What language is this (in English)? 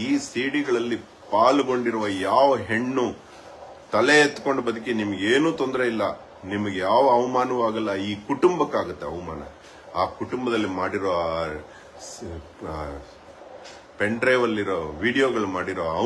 Kannada